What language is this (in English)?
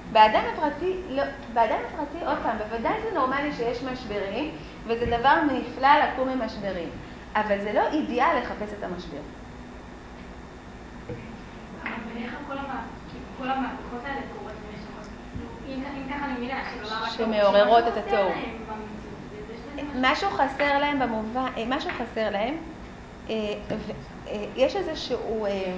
Hebrew